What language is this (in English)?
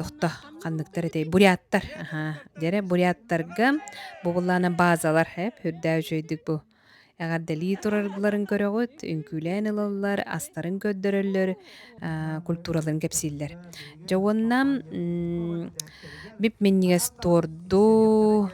Yakut